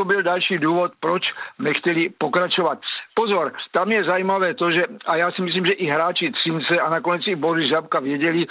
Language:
Czech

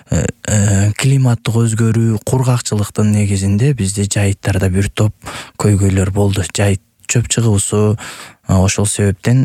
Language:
Kyrgyz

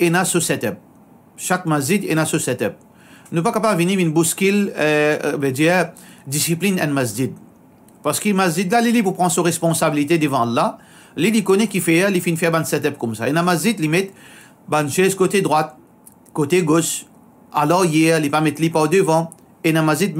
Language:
Morisyen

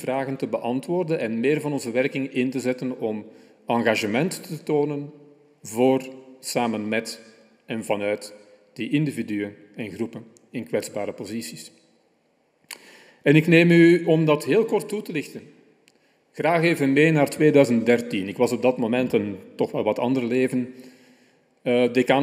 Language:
Dutch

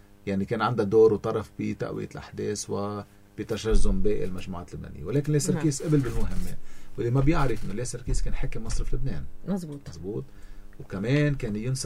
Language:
North Levantine Arabic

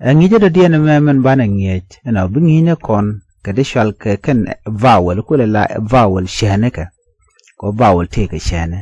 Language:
Nuer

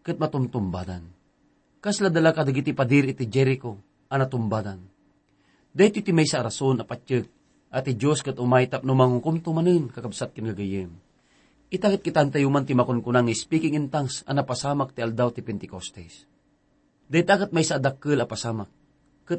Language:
Iloko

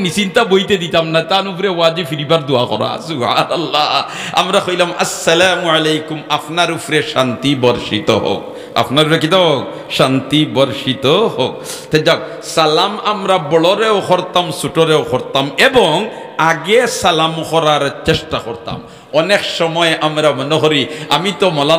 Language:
Sylheti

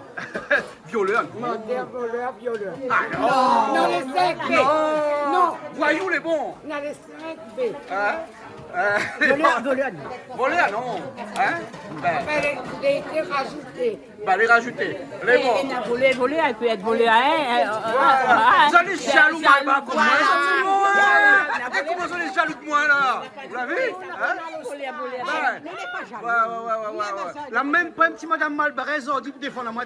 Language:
Réunion Creole French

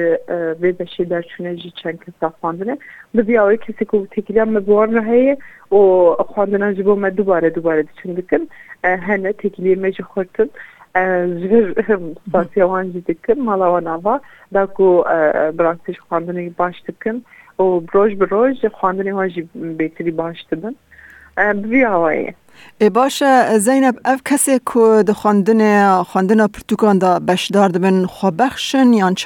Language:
Kurdish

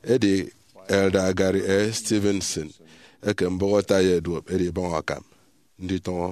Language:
Efik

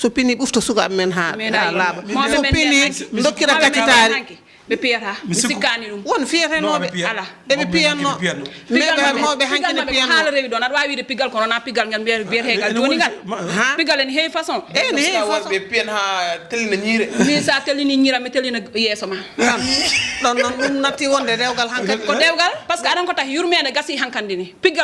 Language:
Fula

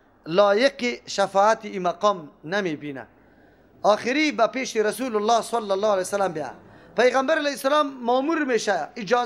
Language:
Persian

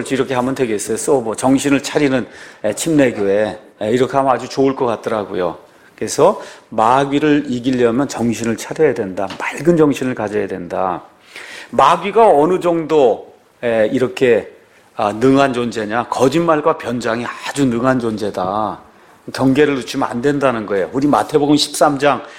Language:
Korean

